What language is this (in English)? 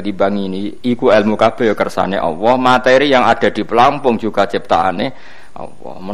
Javanese